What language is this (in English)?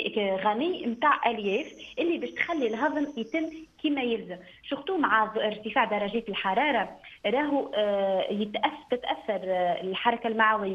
Tunisian Arabic